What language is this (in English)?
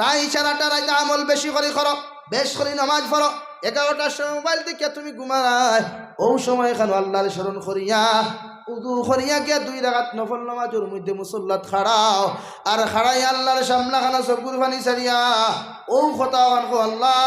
Sylheti